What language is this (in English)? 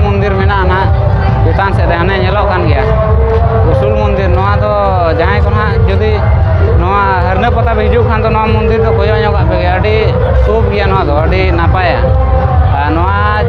Santali